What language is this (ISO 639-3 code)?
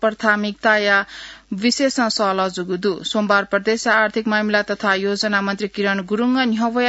new